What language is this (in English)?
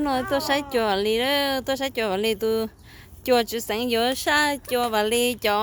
Hmong